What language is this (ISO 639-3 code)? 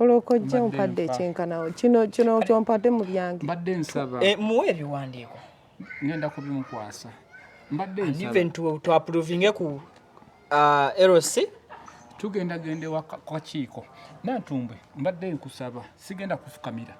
lug